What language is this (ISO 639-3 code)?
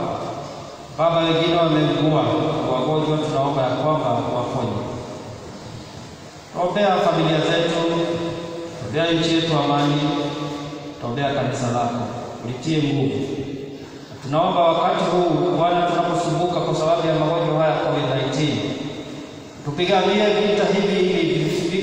swa